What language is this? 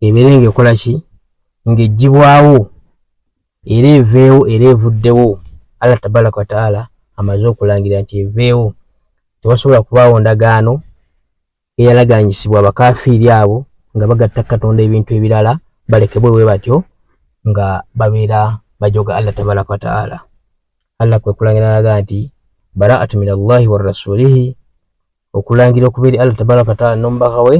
Ganda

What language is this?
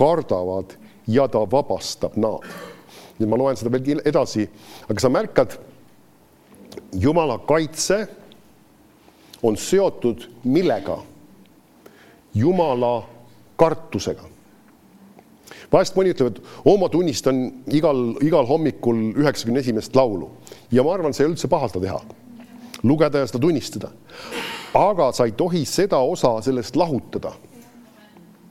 Estonian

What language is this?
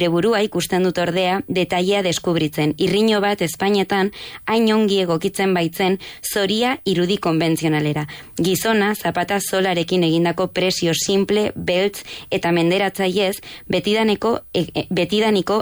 Basque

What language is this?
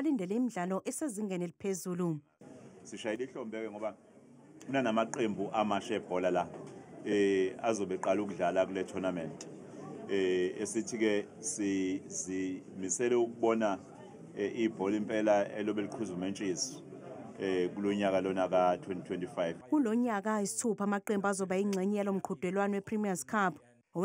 Zulu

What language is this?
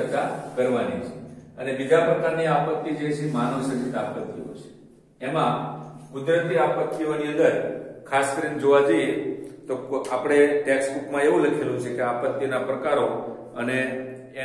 Gujarati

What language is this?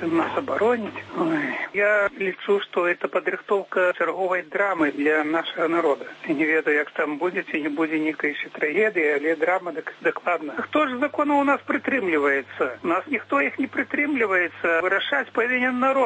Belarusian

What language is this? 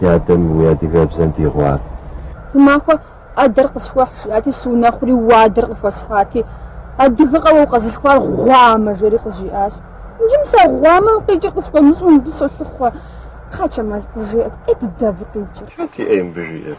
Kabardian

